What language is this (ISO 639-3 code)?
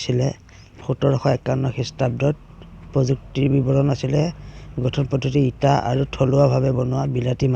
asm